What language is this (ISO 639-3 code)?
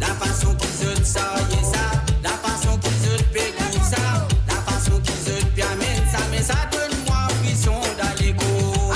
mfe